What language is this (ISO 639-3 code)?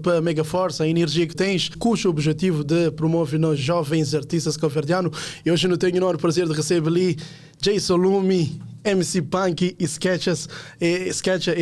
kea